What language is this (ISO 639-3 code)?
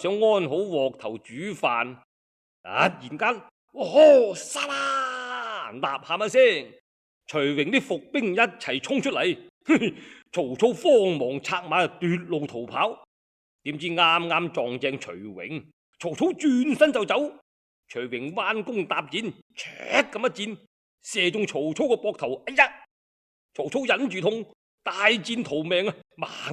yue